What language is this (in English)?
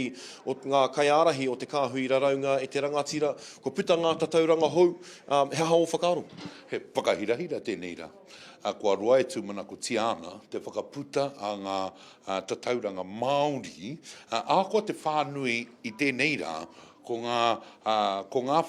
Māori